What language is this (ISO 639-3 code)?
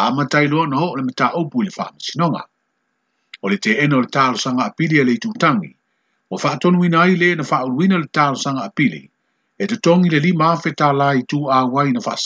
smo